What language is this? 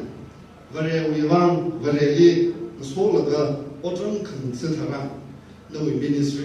Tangkhul Naga (India)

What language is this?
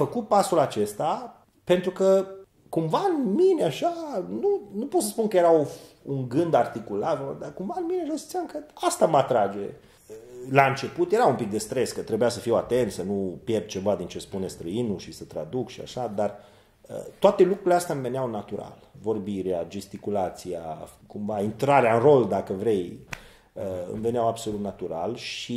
Romanian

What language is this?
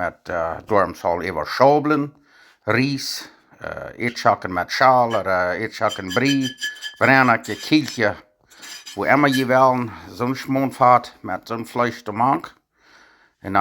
Plautdietsch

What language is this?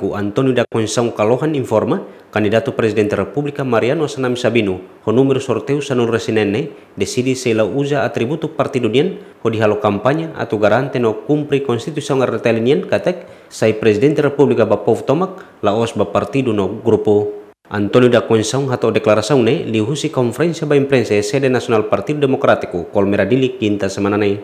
Tetum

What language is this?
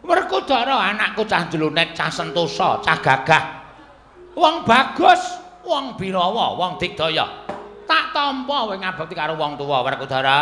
Javanese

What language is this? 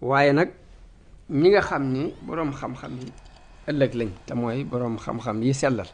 Wolof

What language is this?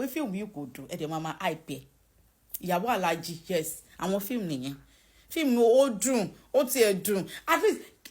Yoruba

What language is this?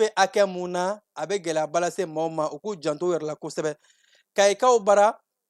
Bambara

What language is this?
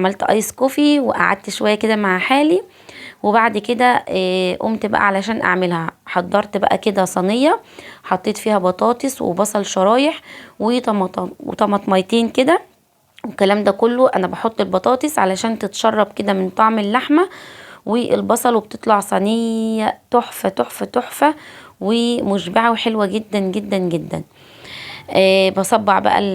Egyptian Arabic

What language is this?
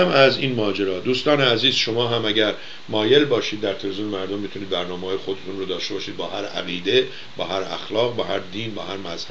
Persian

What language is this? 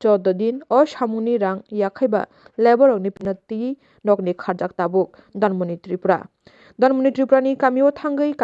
Kok Borok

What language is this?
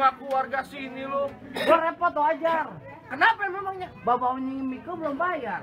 Betawi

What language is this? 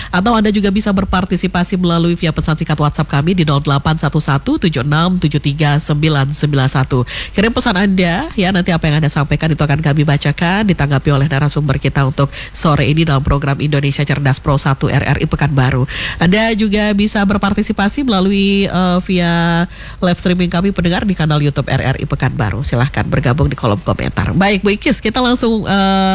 Indonesian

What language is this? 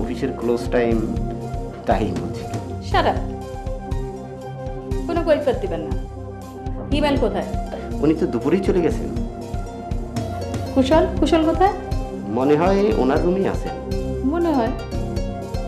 Bangla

